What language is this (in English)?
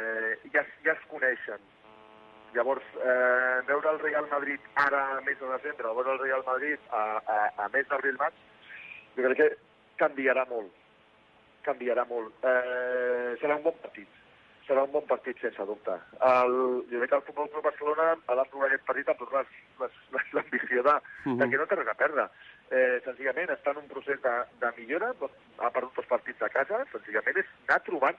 Catalan